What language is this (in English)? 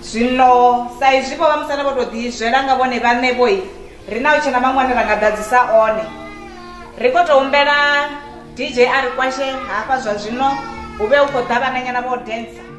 Venda